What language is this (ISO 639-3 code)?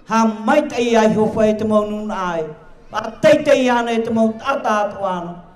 tah